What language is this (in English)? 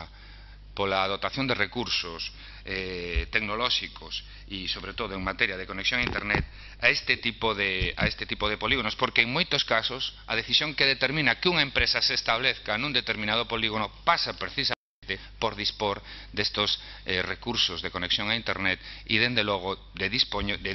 Galician